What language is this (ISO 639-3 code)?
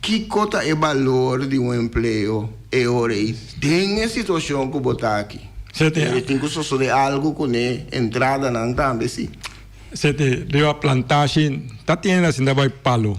pap